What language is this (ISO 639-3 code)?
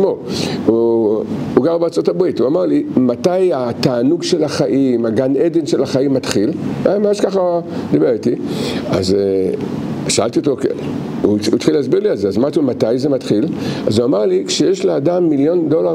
heb